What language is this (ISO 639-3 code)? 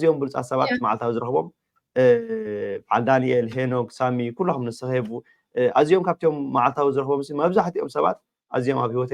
tir